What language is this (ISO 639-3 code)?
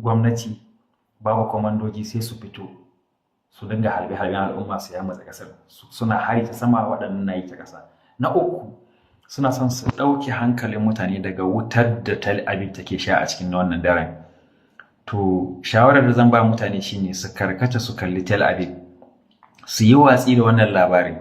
hau